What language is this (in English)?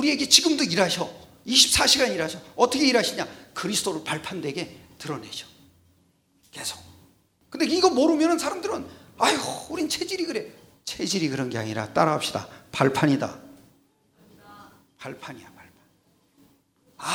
Korean